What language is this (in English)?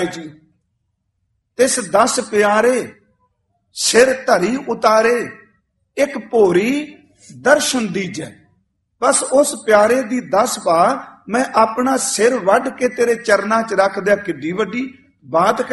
Punjabi